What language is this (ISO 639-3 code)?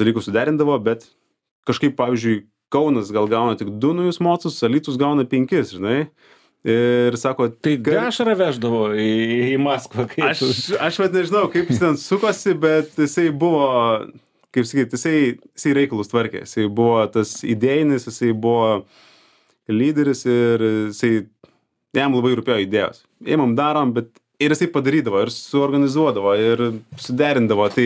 lit